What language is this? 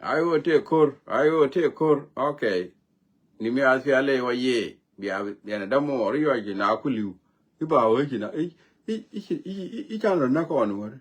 Nuer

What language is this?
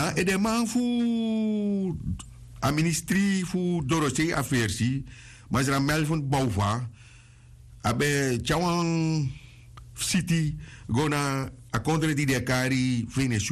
Sranan Tongo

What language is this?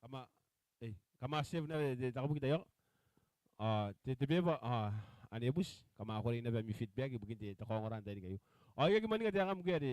Gilbertese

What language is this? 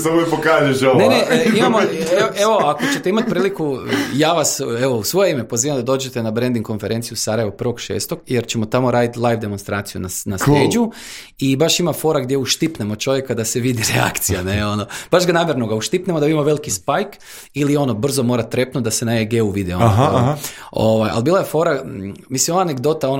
Croatian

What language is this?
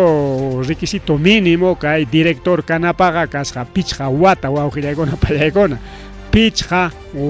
Ayacucho Quechua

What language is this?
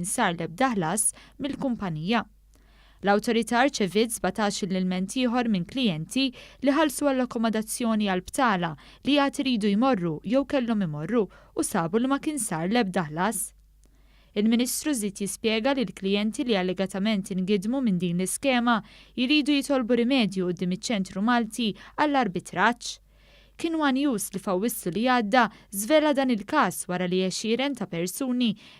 Maltese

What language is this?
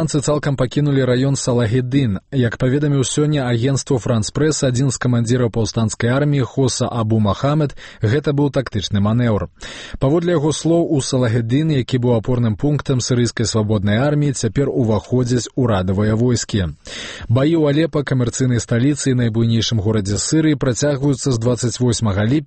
Belarusian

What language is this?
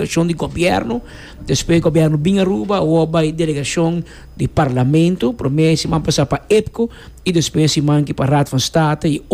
Papiamento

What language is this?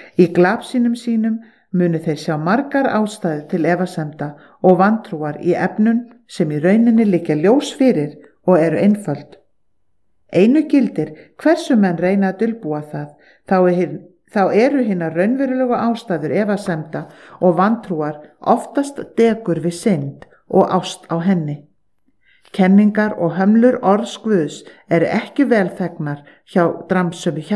Icelandic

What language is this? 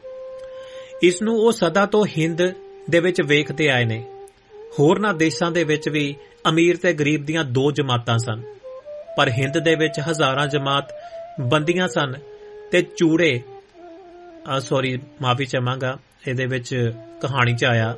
Punjabi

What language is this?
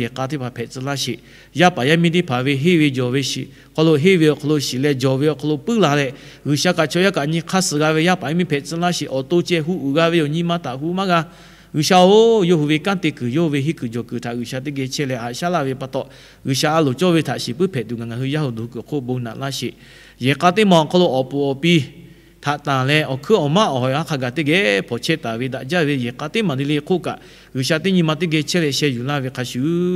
Lahu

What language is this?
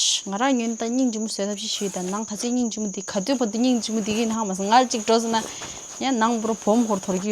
Tibetan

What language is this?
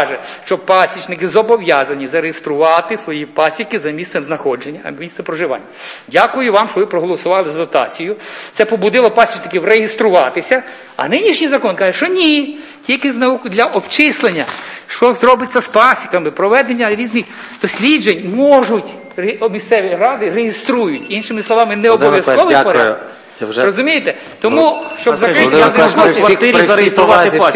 Ukrainian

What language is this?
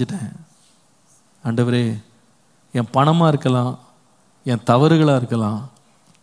Tamil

